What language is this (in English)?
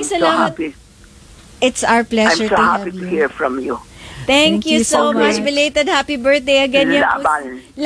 Filipino